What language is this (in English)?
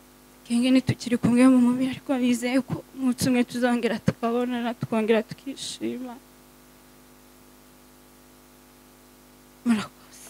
Kinyarwanda